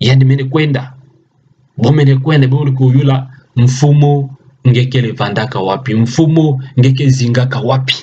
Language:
Kituba (Democratic Republic of Congo)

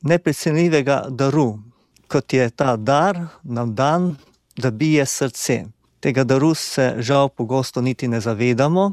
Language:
Slovenian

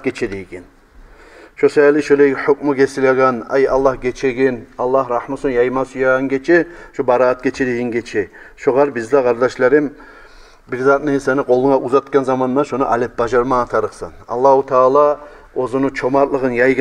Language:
Kumyk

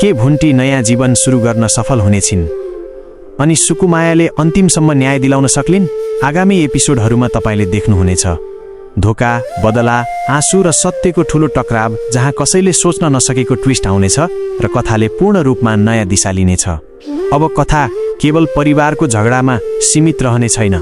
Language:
Nepali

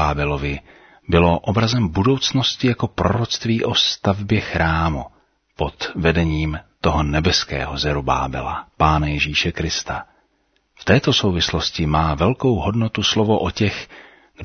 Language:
Czech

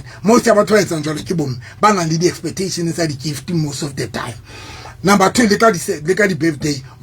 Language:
Southern Sotho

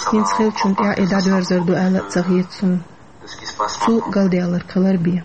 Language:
Chechen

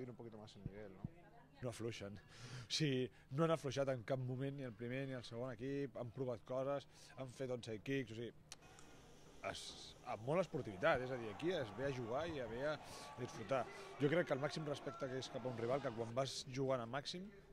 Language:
Catalan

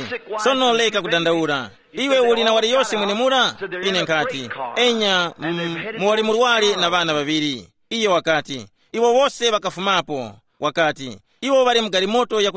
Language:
Tumbuka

